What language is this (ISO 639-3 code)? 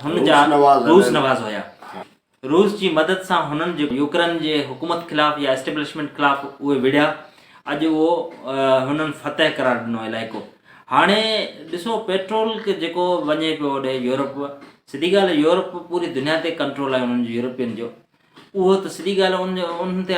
snd